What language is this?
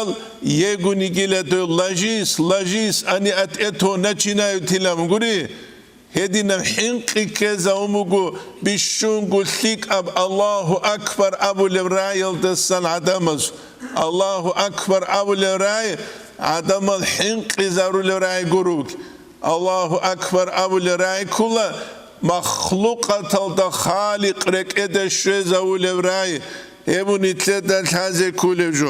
Avaric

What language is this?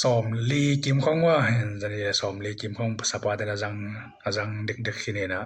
Tedim Chin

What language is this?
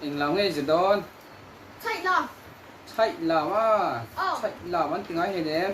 Mizo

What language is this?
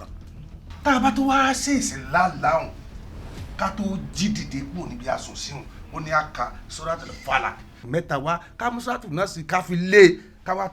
Yoruba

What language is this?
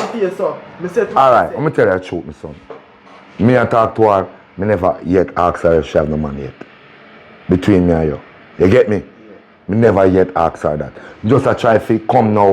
Jamaican Creole English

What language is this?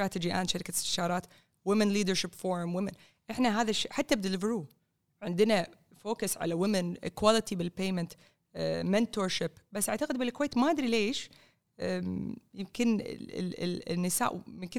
Gulf Arabic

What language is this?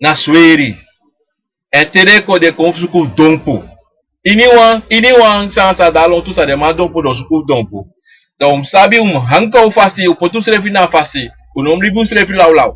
Sranan Tongo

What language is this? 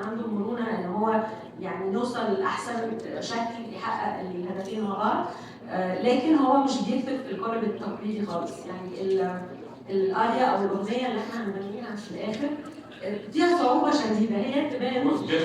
Egyptian Arabic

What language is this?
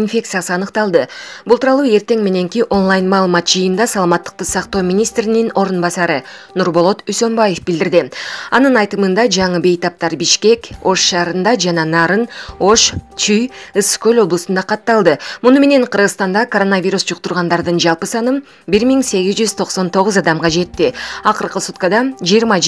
Kyrgyz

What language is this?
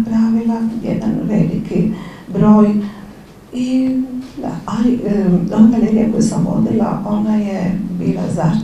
Croatian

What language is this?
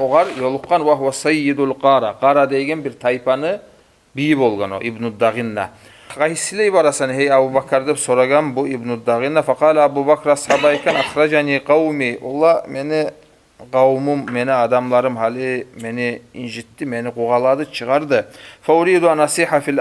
Kumyk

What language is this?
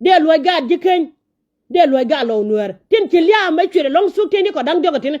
Nuer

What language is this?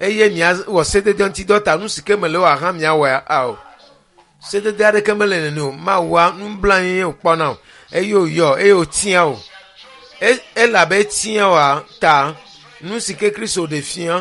Ewe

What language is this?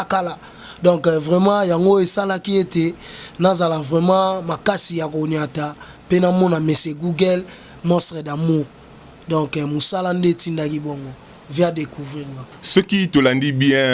Lingala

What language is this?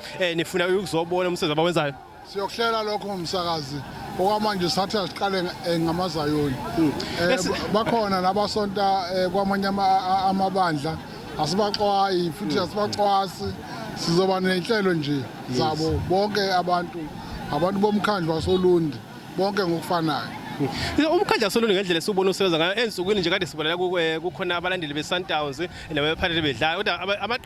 Zulu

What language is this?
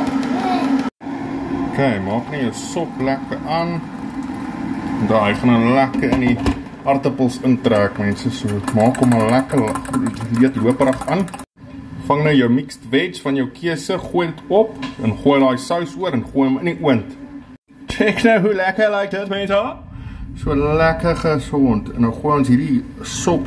Afrikaans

